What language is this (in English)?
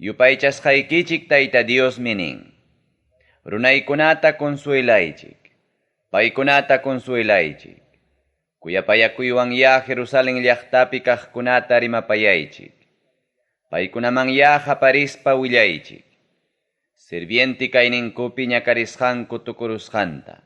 Ayacucho Quechua